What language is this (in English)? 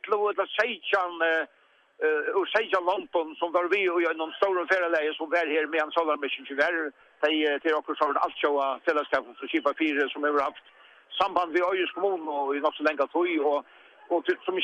Faroese